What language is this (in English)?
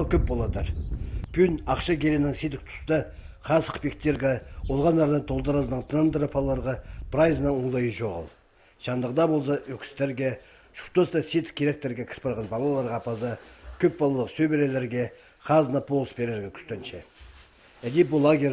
Khakas